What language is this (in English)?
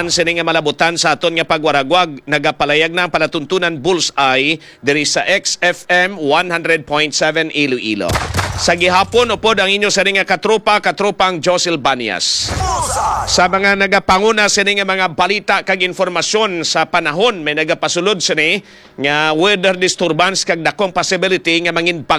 Hiligaynon